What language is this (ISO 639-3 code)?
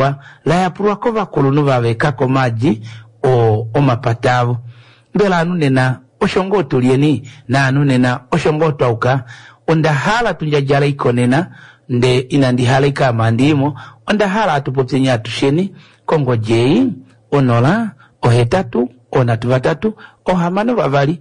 kua